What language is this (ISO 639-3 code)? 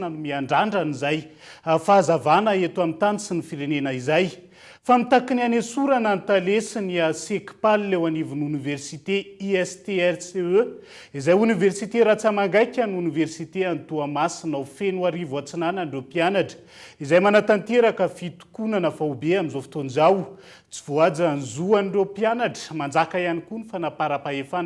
mlg